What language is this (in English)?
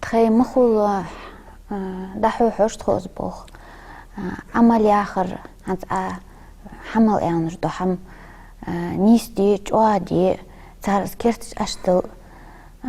Ingush